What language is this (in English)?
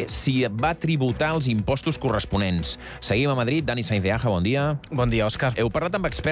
Catalan